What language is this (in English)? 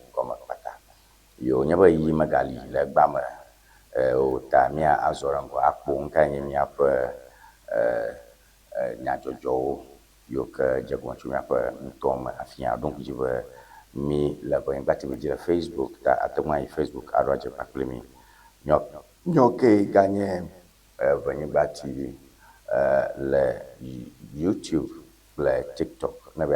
Ewe